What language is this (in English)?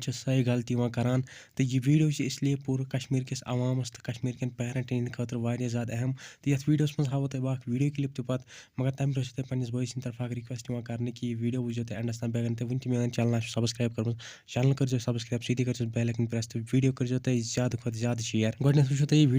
Kashmiri